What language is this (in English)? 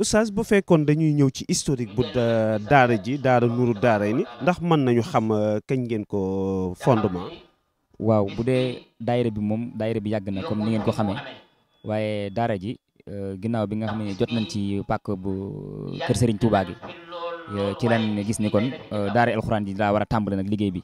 Wolof